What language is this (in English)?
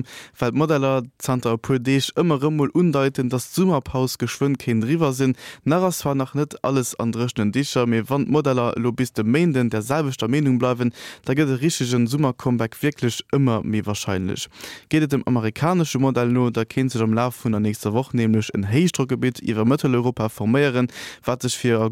Luxembourgish